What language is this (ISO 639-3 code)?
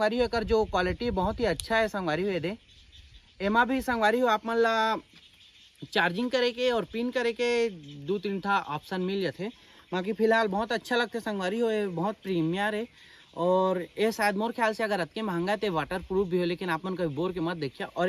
hne